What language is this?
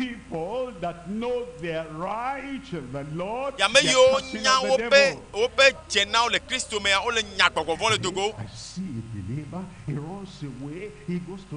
Ewe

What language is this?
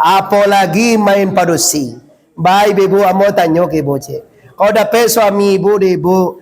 Minangkabau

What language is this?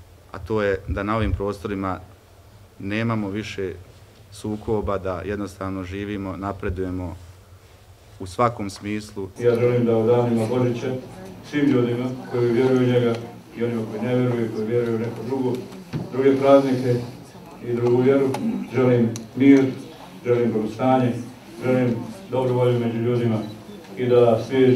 Bosnian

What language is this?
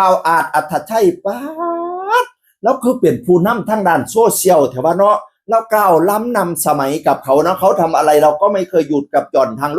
Northeastern Thai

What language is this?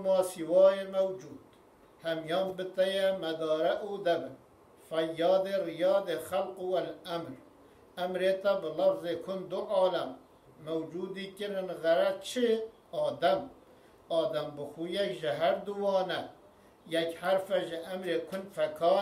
Kurdish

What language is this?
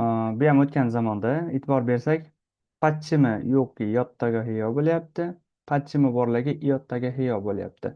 Uzbek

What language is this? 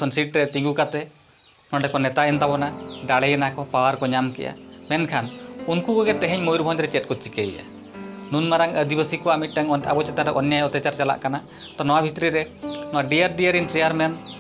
Santali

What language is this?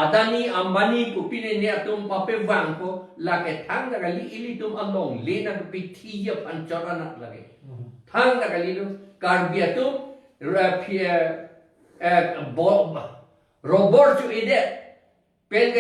Karbi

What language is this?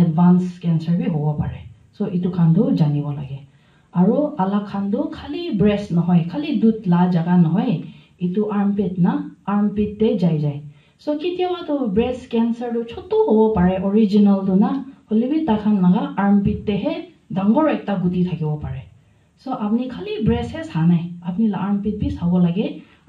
Naga Pidgin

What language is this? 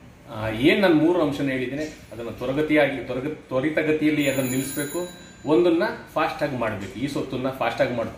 Kannada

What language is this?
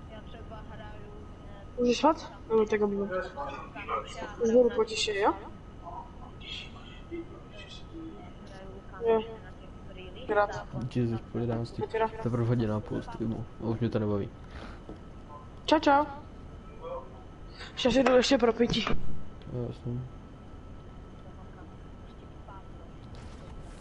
Czech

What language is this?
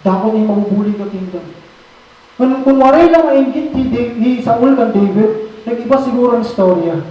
Waray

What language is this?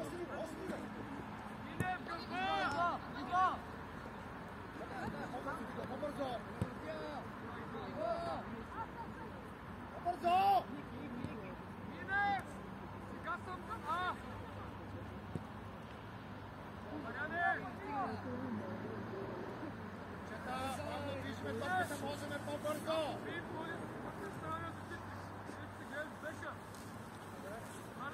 Bulgarian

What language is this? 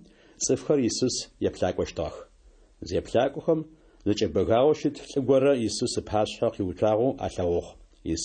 Kabardian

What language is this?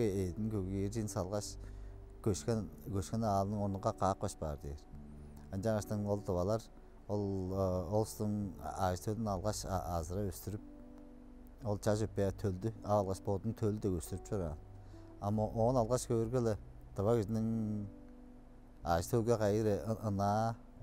Tuvinian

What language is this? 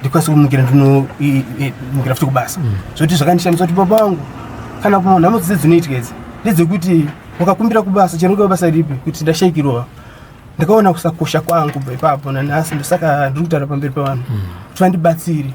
Shona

